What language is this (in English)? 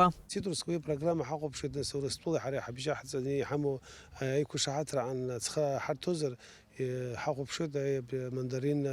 Abkhazian